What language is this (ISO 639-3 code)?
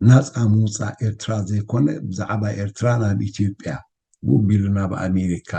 tir